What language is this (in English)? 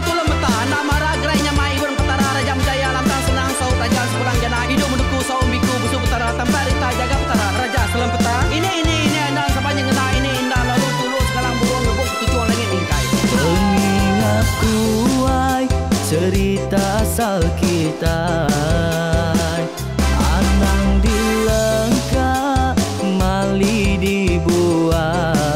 Iban